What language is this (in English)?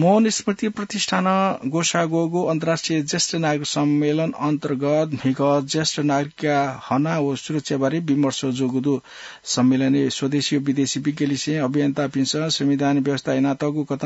Newari